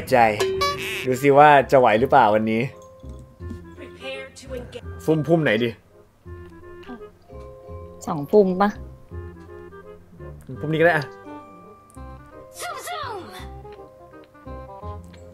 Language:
Thai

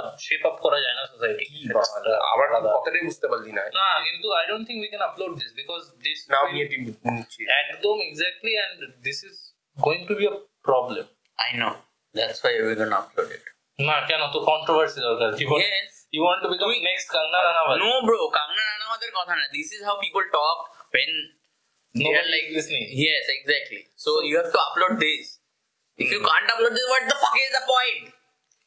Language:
Bangla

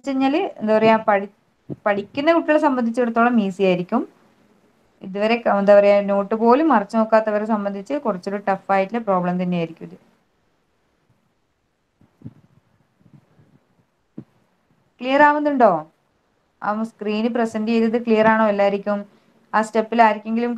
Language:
Malayalam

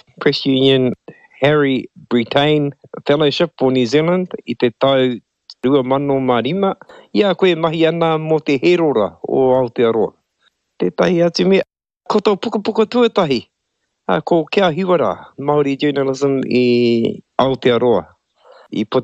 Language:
Māori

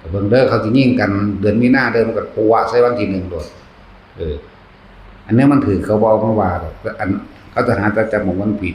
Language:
Northeastern Thai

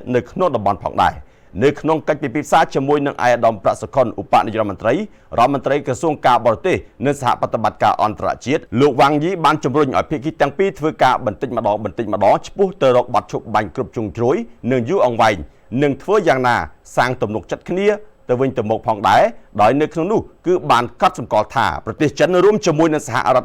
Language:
Khmer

